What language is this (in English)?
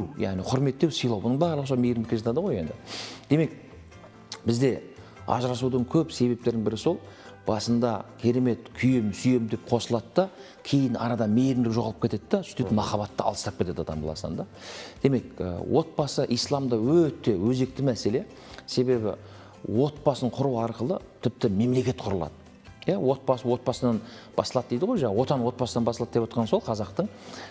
Kazakh